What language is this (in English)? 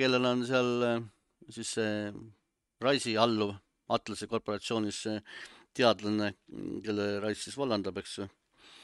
Estonian